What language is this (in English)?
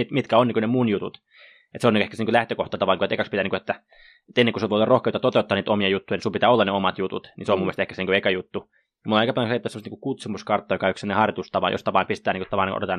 Finnish